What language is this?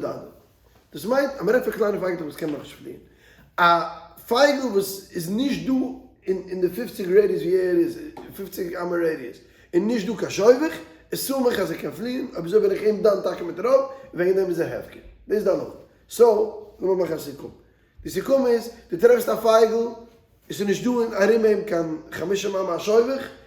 Yiddish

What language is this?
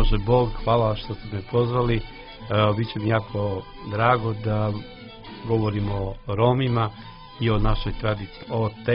Serbian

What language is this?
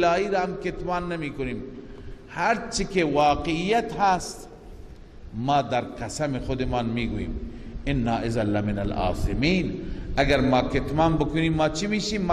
Persian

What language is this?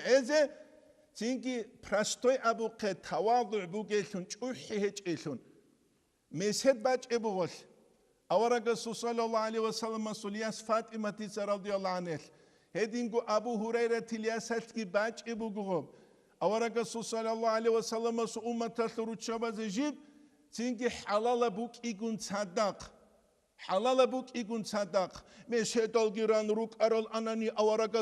Avaric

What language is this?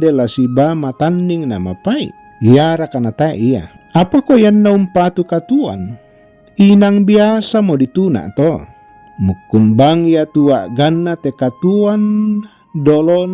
Toraja-Sa'dan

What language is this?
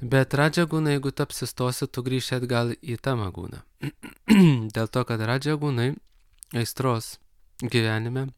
Lithuanian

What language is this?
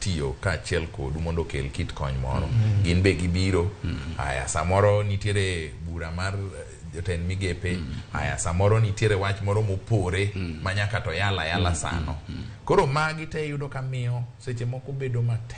Luo (Kenya and Tanzania)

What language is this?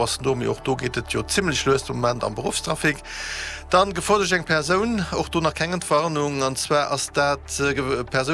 Luxembourgish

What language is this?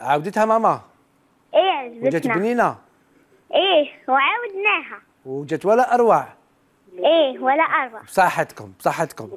Algerian Arabic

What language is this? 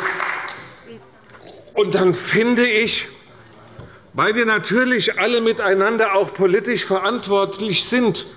German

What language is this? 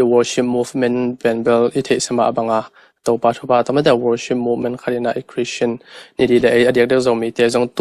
Tedim Chin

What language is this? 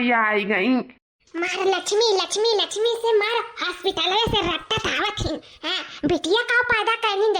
Awadhi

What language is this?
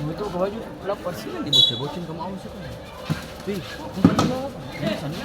Ambonese Malay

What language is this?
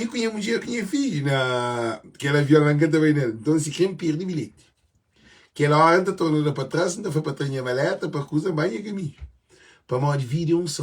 Kabuverdianu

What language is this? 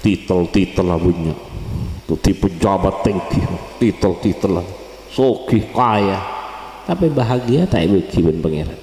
Madurese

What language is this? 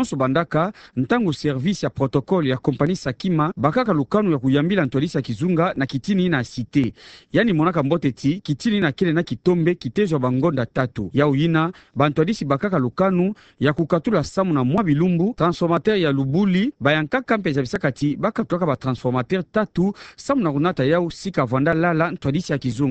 Kituba (Democratic Republic of Congo)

